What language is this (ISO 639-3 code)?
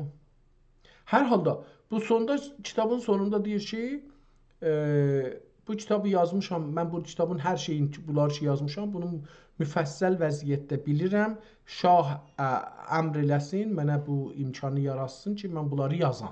azb